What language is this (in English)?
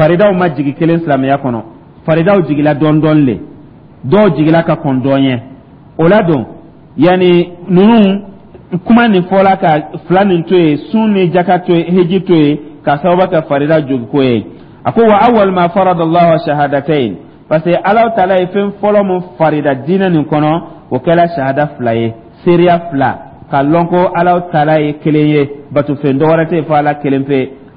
Dyula